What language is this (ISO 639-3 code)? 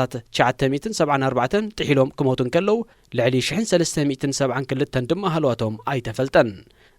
tir